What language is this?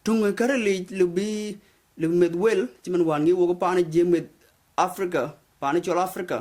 Dinka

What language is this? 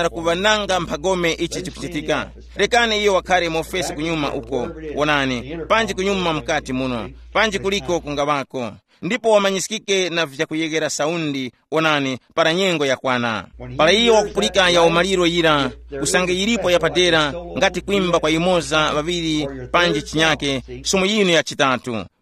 Tumbuka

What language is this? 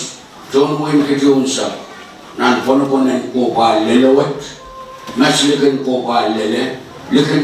Pohnpeian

